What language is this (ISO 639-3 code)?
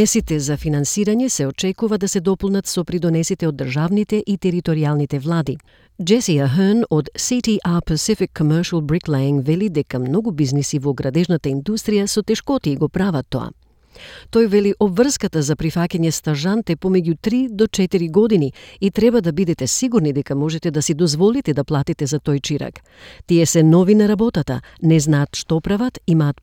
mkd